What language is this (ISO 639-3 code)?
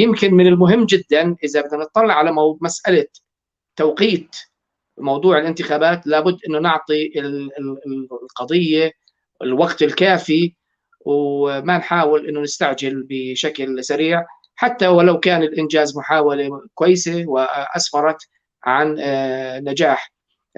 apc